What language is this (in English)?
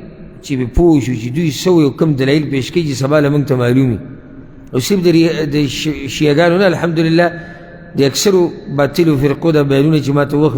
Pashto